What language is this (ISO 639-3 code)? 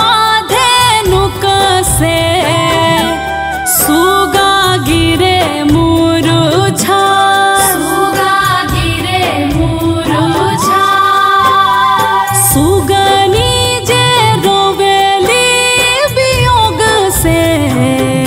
bho